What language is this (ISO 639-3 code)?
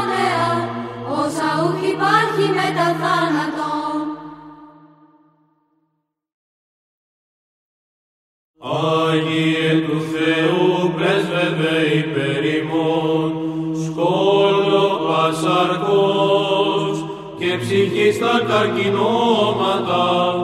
ell